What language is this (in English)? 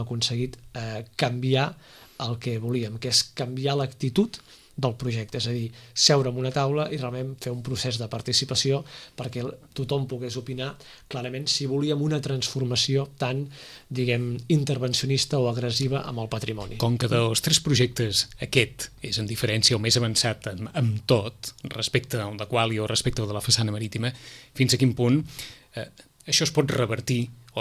Catalan